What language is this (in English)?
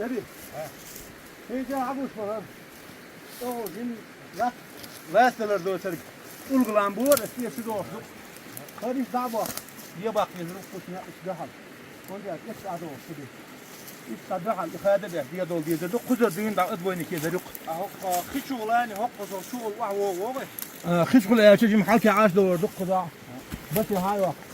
Chechen